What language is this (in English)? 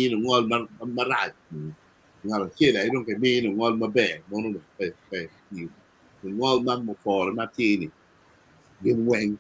Acoli